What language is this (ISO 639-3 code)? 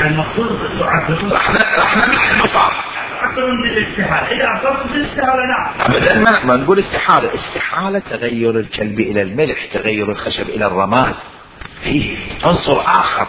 acm